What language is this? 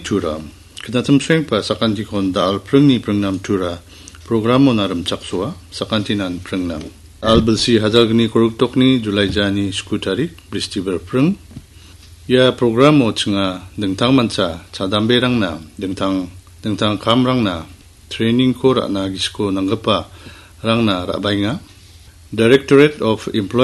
Garo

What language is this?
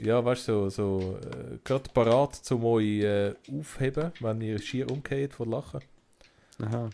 Swiss German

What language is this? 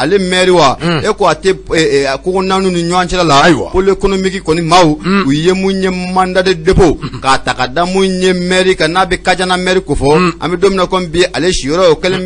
Bambara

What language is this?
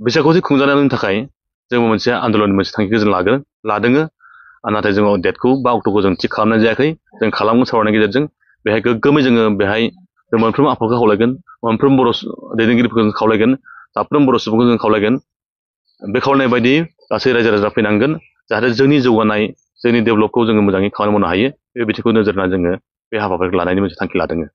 Bodo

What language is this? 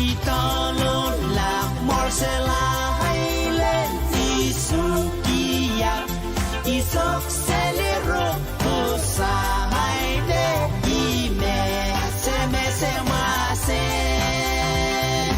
Pohnpeian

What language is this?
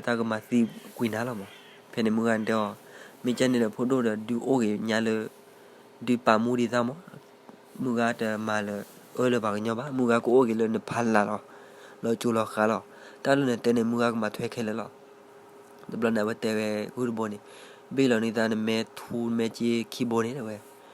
S'gaw Karen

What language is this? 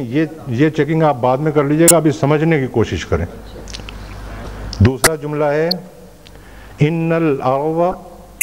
Urdu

